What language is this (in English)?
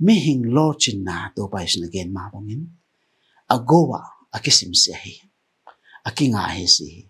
Tedim Chin